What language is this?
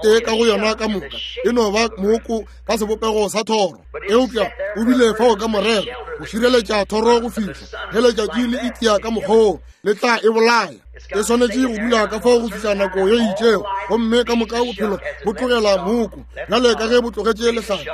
Northern Sotho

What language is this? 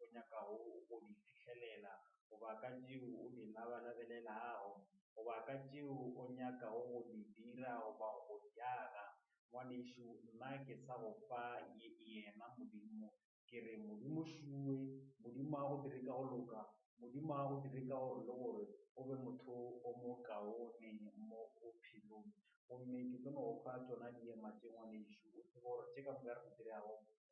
Northern Sotho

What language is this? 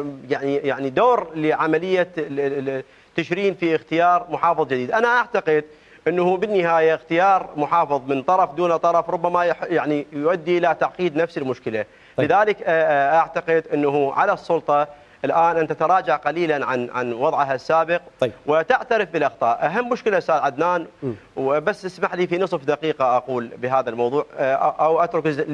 Mesopotamian Arabic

